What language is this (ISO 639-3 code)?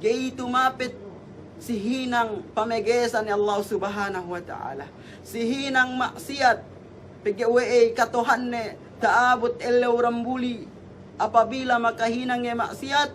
yka